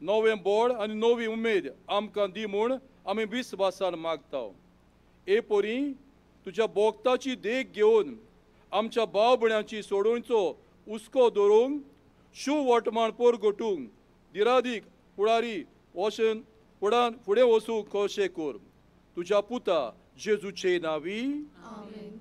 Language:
Konkani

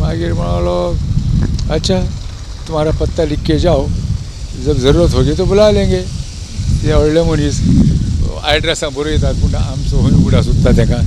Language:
Konkani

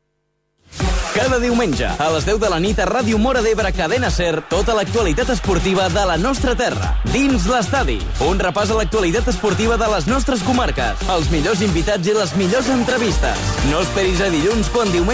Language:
Catalan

